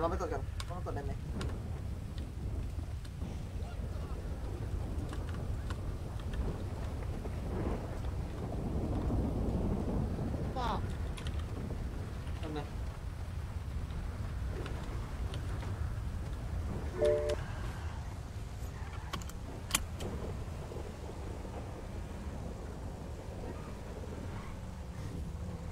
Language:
Thai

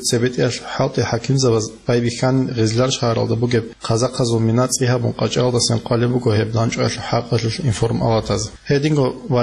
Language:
Avaric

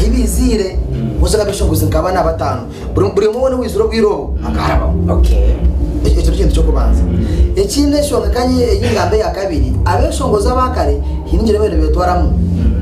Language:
Nyankole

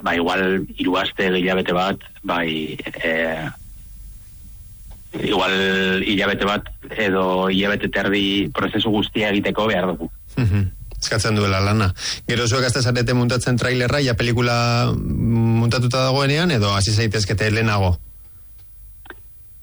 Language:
Basque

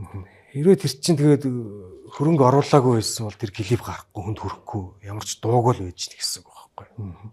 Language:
Mongolian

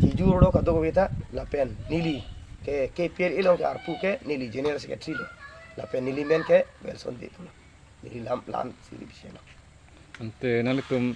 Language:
Karbi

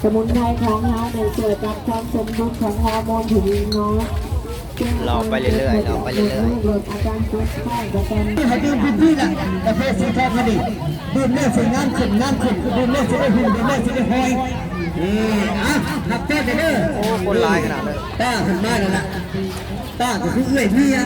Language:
Lao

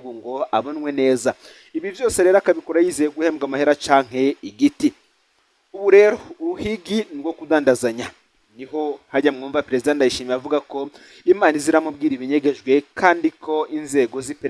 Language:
Rundi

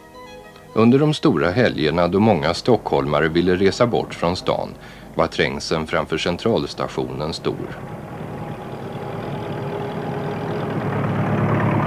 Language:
Swedish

